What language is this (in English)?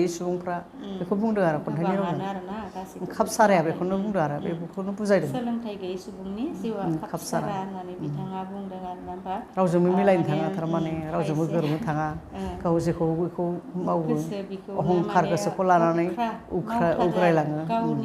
Bodo